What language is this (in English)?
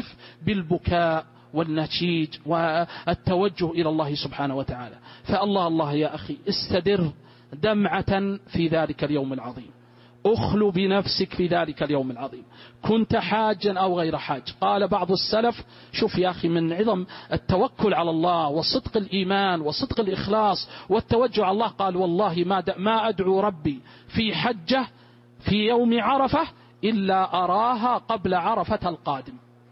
Arabic